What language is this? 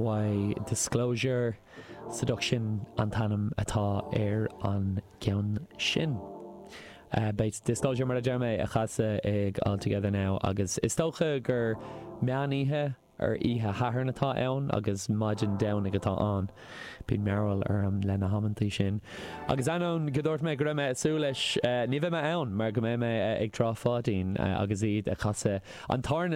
Irish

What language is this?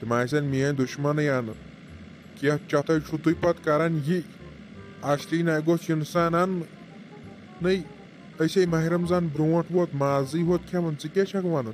Kashmiri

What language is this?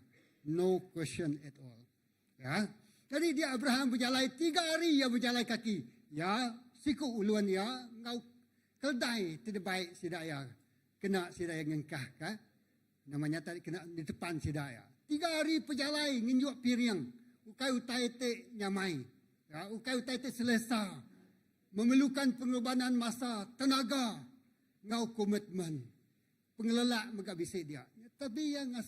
Iban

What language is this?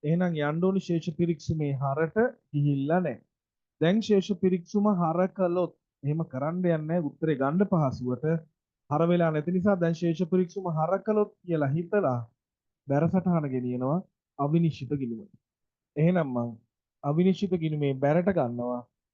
Sinhala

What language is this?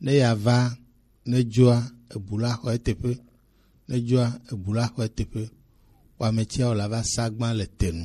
Gen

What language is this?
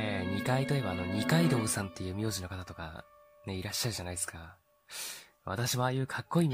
Japanese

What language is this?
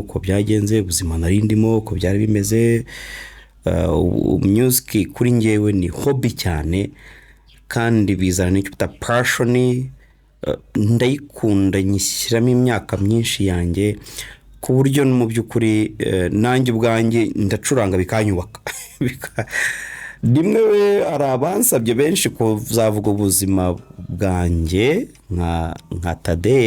Kinyarwanda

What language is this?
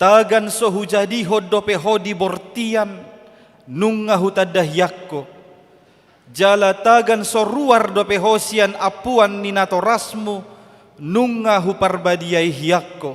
Batak Toba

